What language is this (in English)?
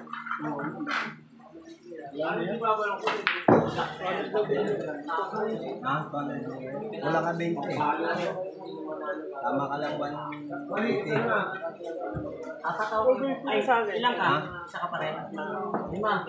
Filipino